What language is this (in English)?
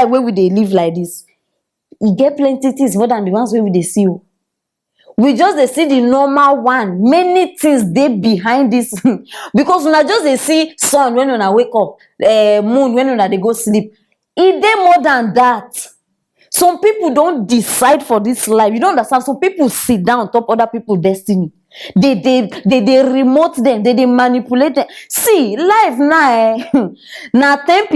Nigerian Pidgin